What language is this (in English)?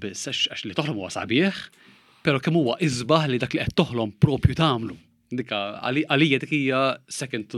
Maltese